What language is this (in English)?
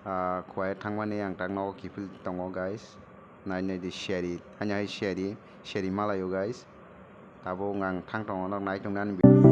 Kok Borok